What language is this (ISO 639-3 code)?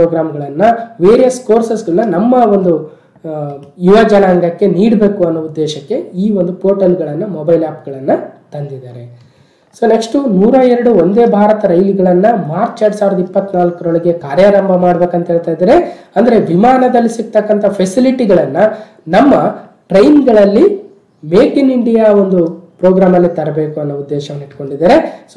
kan